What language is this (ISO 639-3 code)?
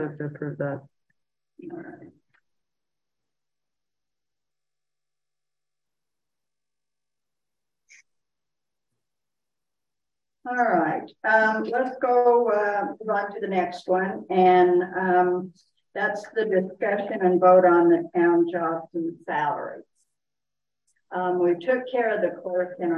eng